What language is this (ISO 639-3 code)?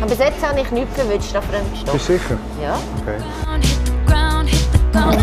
gsw